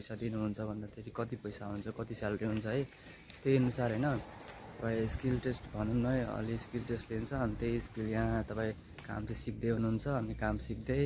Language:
Nepali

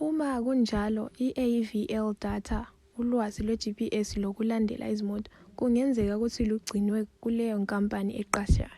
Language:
Zulu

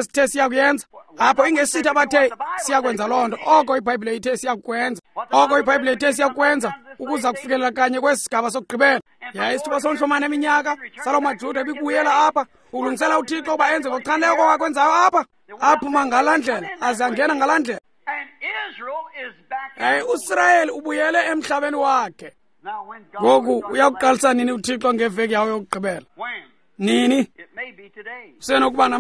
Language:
Xhosa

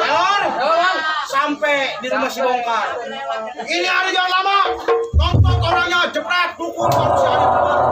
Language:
Betawi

